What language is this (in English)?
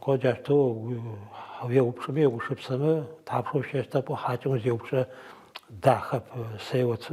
Adyghe